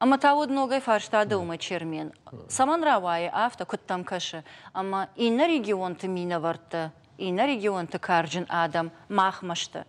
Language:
Ossetic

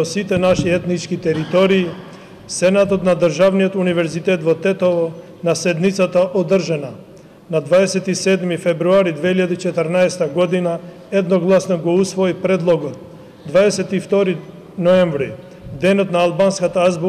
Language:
Macedonian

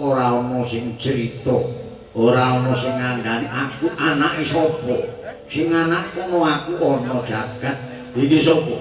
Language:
Javanese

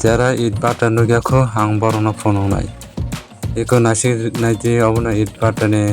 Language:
Kok Borok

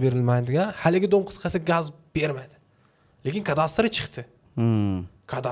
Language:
Uzbek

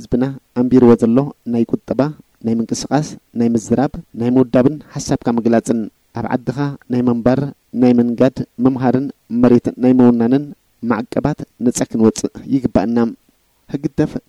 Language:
Tigrinya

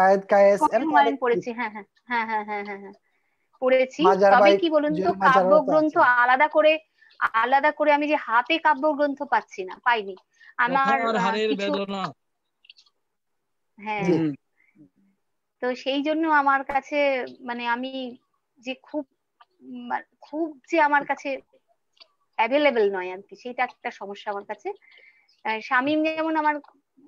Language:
Bangla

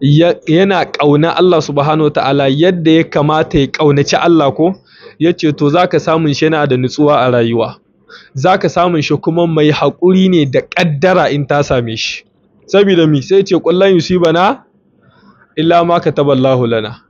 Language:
Hausa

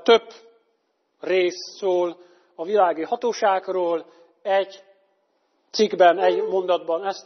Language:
Hungarian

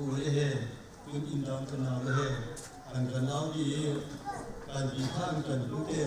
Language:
Hakha Chin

